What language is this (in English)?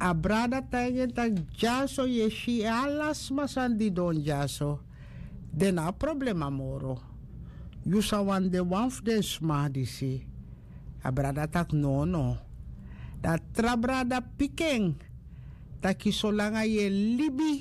Sranan Tongo